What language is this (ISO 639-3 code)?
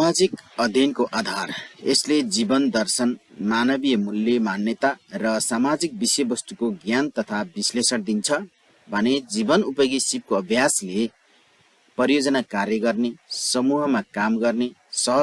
nep